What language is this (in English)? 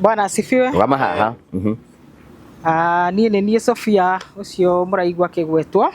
Kikuyu